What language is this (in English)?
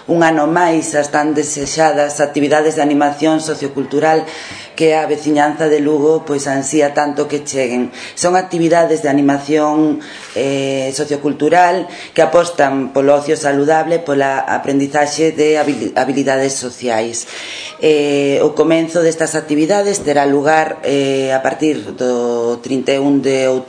Galician